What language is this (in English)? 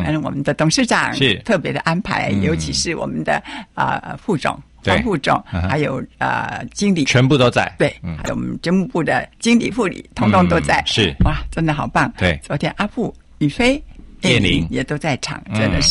Chinese